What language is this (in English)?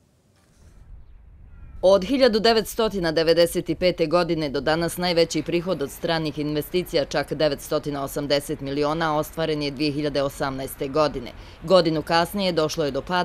Bosnian